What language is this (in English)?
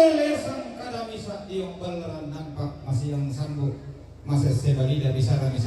Toraja-Sa'dan